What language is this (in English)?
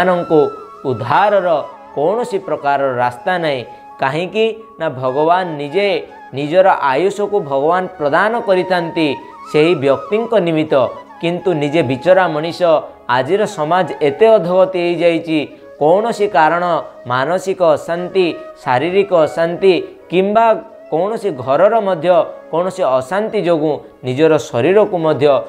Odia